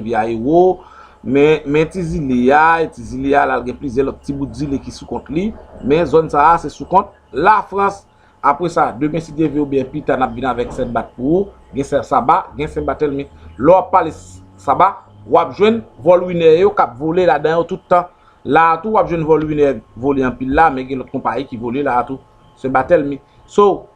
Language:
Haitian Creole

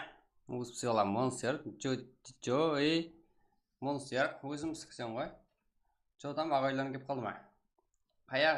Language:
Kara-Kalpak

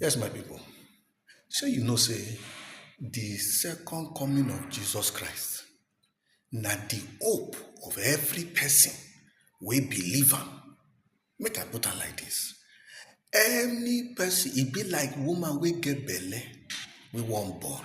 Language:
Nigerian Pidgin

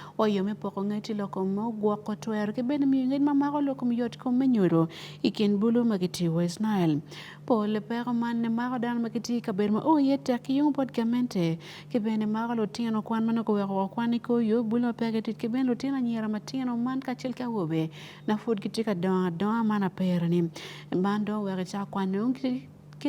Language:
Acoli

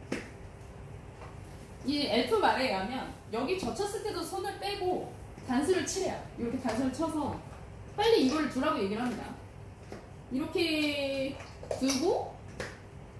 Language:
Korean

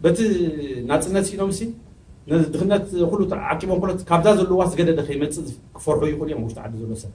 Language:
Tigrinya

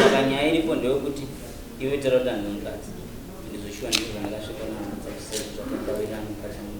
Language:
Shona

